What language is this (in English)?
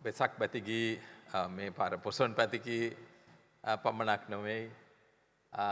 Sinhala